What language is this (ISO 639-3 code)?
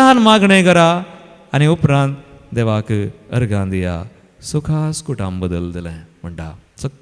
kok